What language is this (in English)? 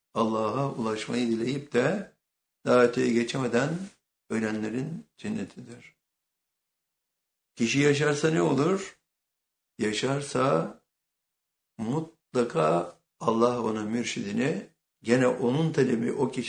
Turkish